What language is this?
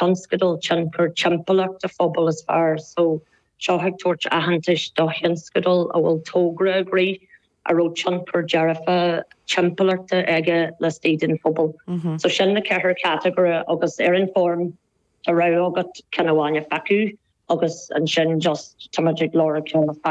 Irish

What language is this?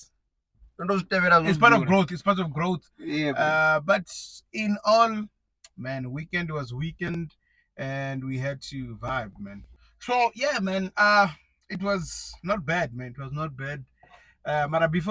Venda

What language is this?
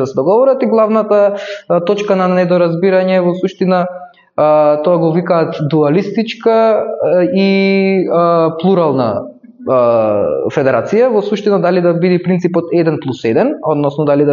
Macedonian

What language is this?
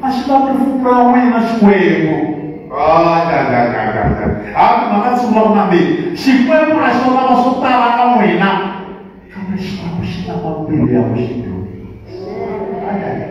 Tsonga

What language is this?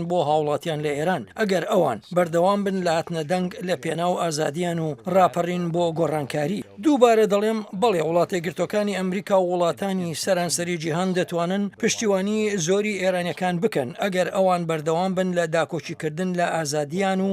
Central Kurdish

